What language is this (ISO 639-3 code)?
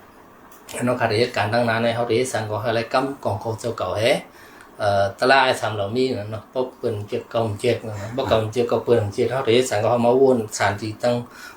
shn